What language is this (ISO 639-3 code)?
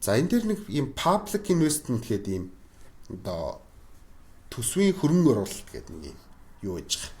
mon